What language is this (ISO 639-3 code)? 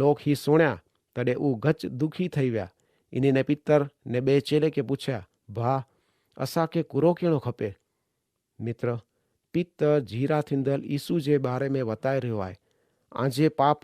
kfr